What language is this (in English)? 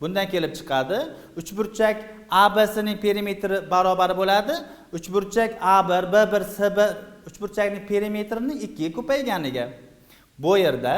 Uzbek